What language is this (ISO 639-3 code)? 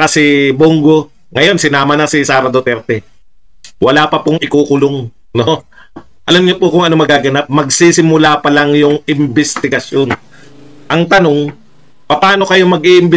fil